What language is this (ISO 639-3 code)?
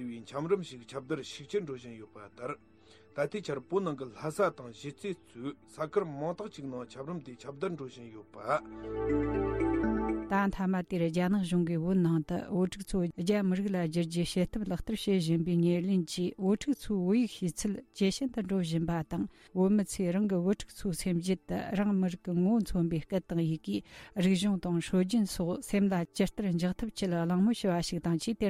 bod